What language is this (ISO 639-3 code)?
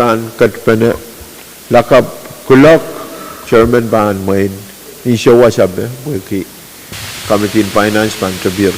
pon